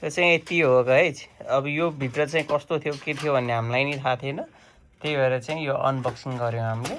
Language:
Nepali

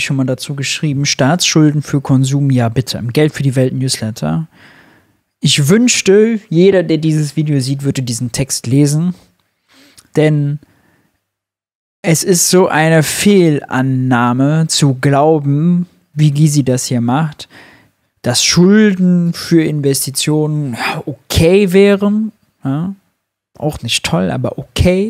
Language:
German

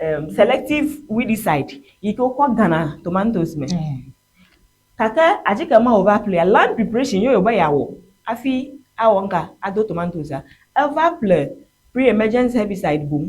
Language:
Ewe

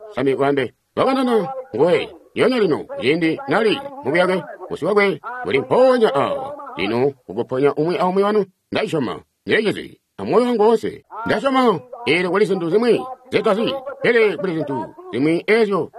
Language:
Tonga (Zambia)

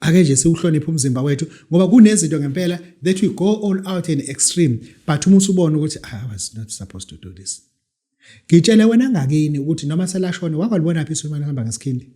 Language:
Zulu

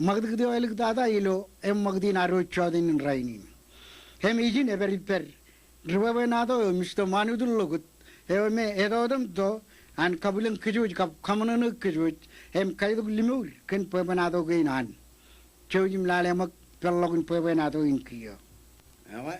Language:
Marshallese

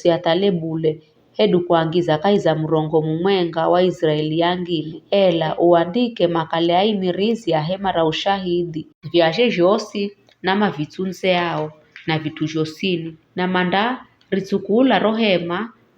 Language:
Giryama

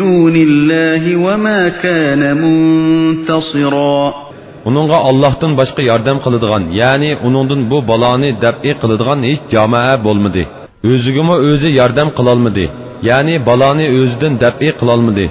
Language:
Uyghur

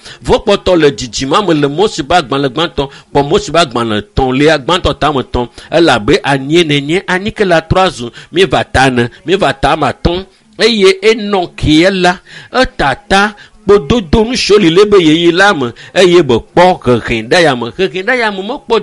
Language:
Ewe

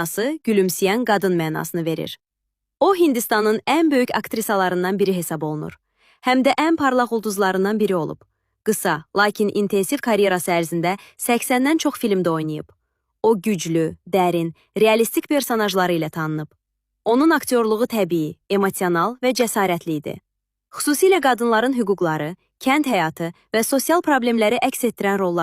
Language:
Azerbaijani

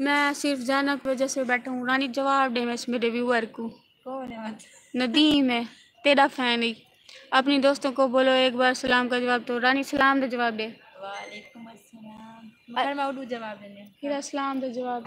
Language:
Saraiki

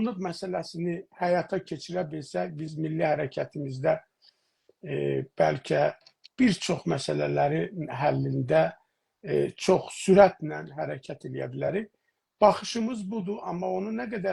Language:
South Azerbaijani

